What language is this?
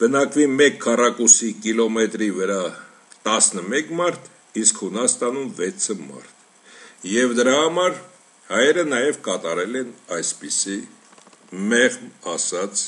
Armenian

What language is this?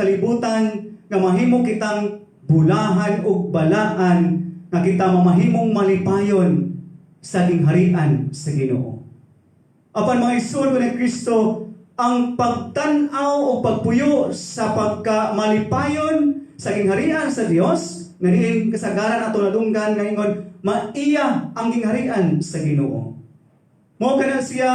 Cebuano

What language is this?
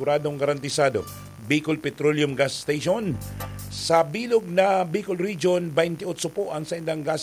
Bikol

